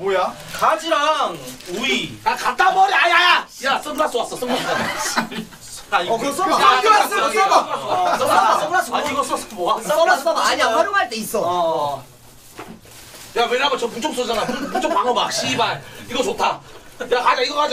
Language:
Korean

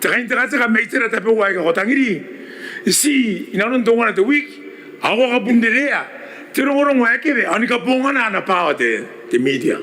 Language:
Gilbertese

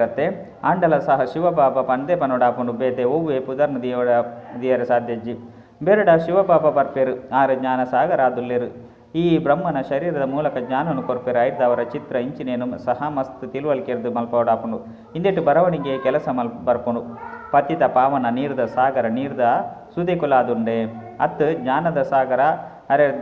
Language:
Tulu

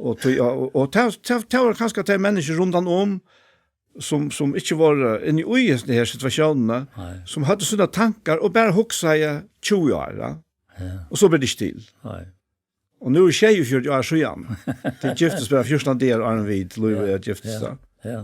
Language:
Faroese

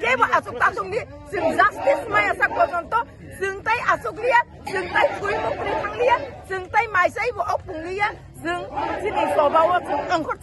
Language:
Kok Borok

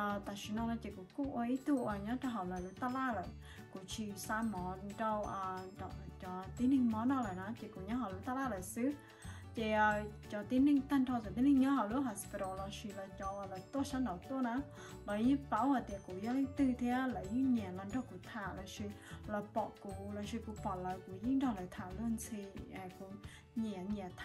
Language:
Hmong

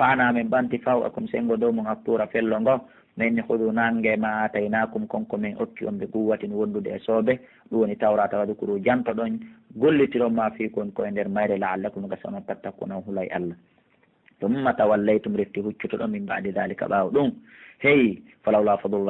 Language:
Pular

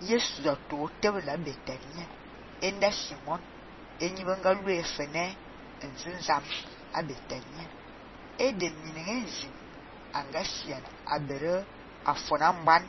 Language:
Fang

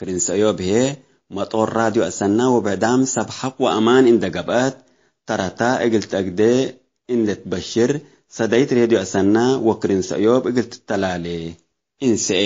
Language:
Tigre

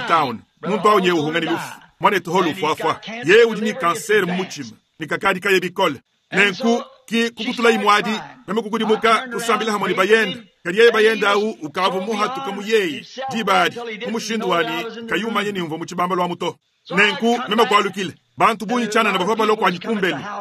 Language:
Luba-Lulua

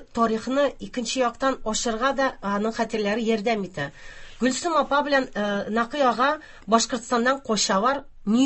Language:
Tatar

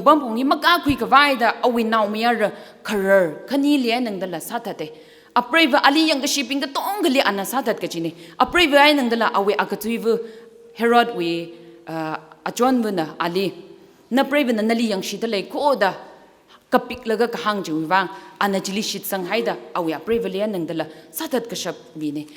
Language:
Tangkhul Naga (India)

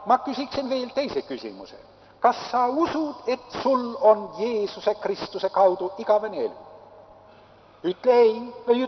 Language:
Estonian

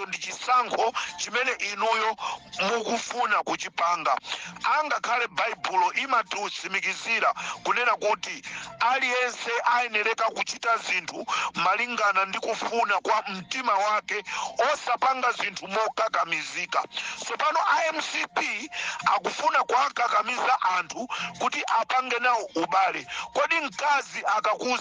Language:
Nyanja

